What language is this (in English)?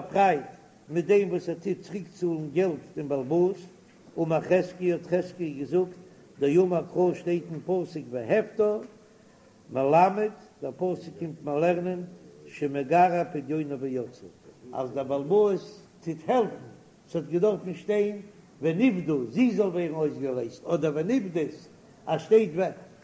Yiddish